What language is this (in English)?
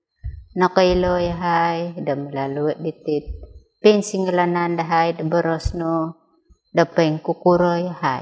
Central Dusun